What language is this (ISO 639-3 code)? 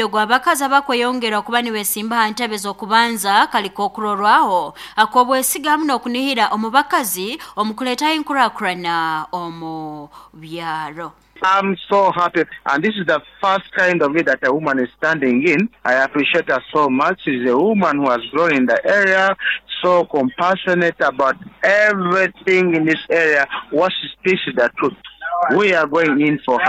nyo